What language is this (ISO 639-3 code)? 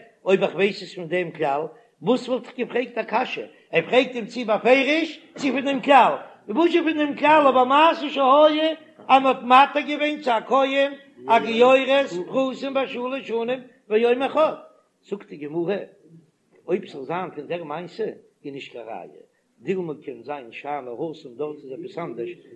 yid